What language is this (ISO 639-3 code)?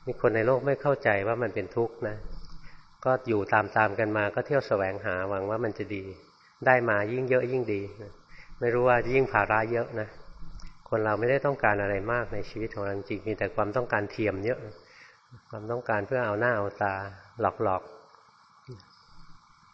tha